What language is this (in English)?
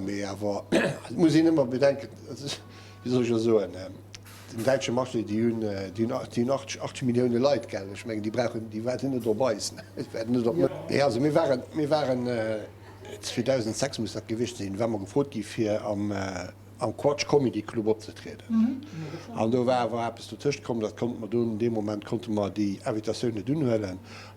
Luxembourgish